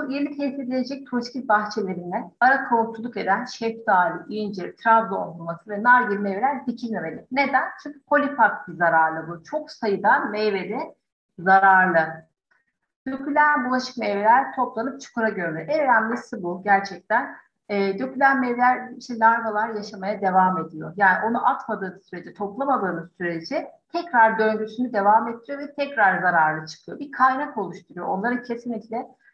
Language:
Turkish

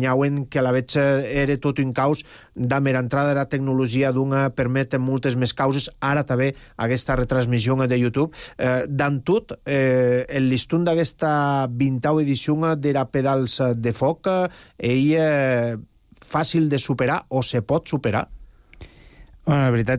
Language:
Catalan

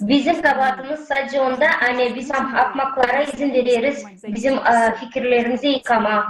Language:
Gagauz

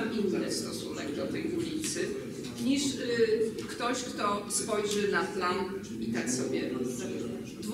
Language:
Polish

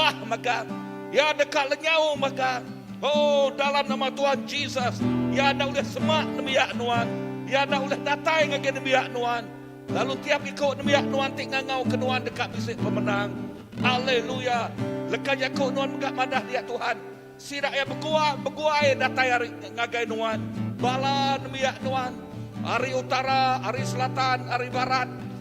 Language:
Iban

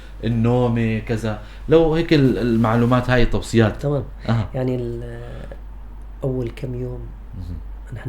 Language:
North Levantine Arabic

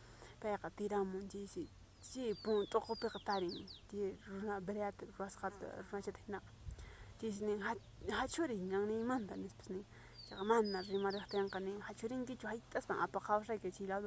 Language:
Quechua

